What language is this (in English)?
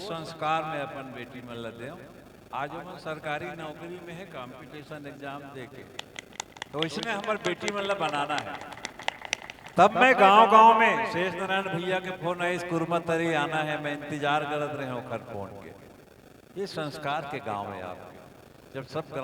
Chhattisgarhi